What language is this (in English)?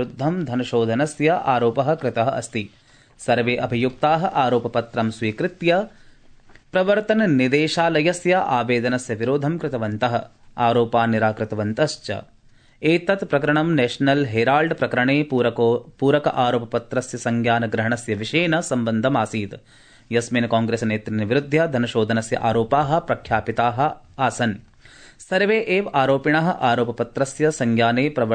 Sanskrit